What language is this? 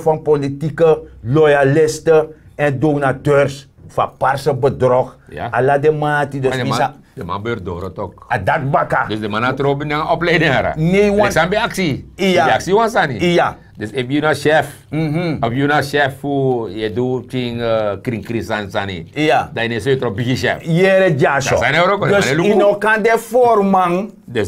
Sranan Tongo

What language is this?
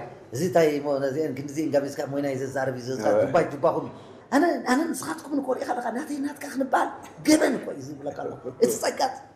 Tigrinya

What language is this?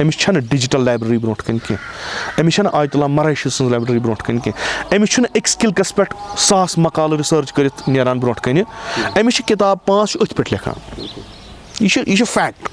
Kashmiri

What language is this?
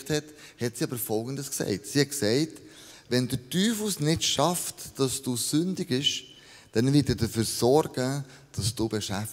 Swiss German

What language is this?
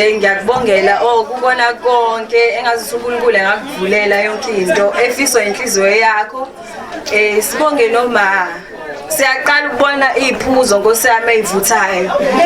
Zulu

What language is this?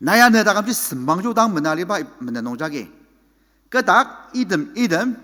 Ao Naga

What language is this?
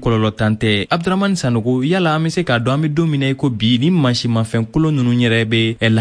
Bambara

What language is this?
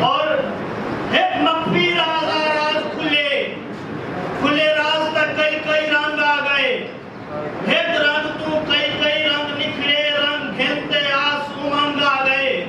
Saraiki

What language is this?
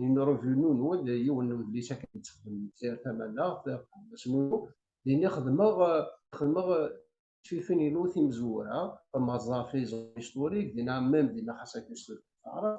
Kabyle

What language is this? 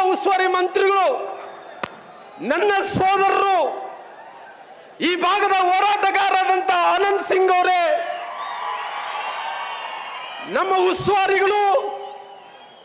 Kannada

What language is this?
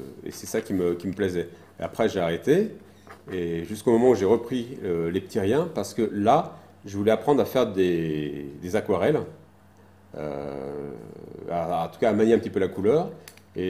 French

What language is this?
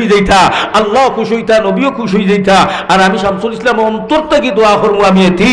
Sylheti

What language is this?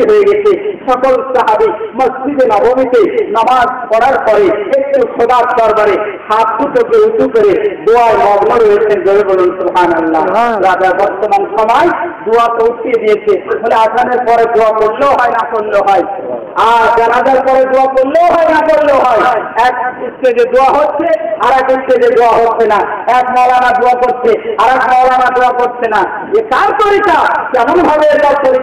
Bangla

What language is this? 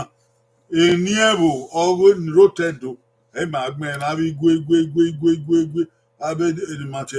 Bini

